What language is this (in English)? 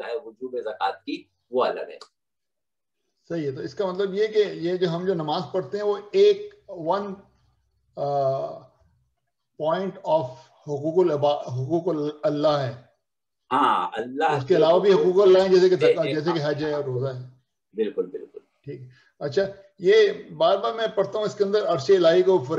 Urdu